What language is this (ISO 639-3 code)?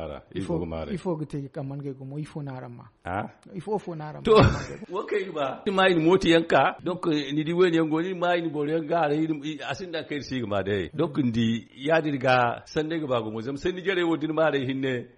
dje